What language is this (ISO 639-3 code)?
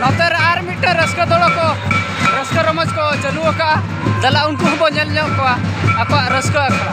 sat